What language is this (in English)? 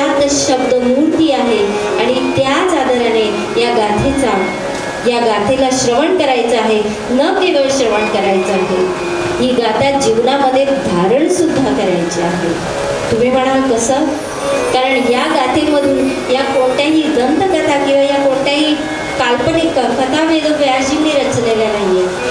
Marathi